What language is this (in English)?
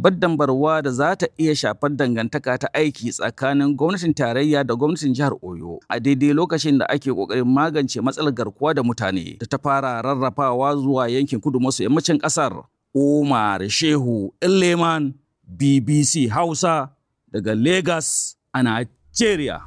Hausa